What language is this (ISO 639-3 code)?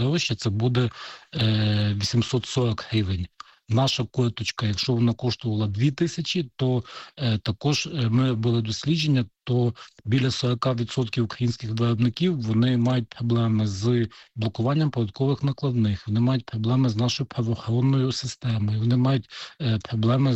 ukr